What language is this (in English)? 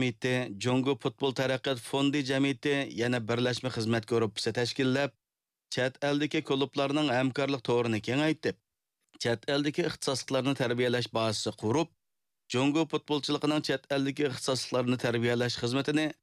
Uyghur